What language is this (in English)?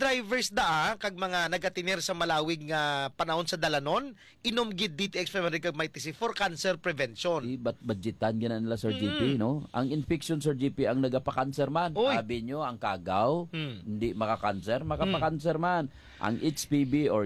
Hiligaynon